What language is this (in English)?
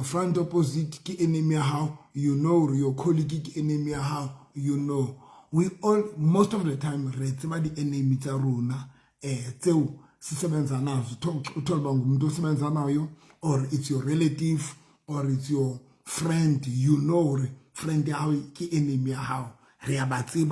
Southern Sotho